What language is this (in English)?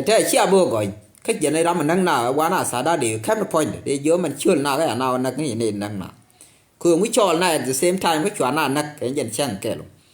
Nuer